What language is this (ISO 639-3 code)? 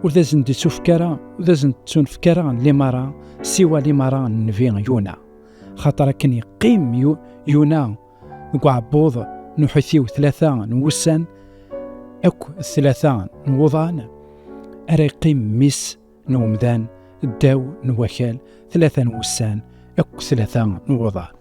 kab